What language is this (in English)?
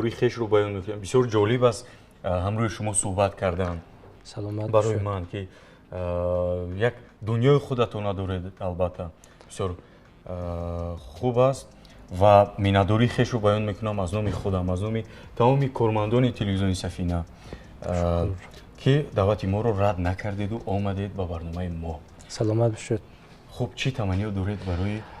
Tajik